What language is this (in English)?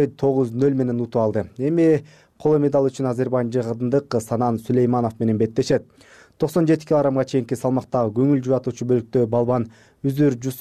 Kyrgyz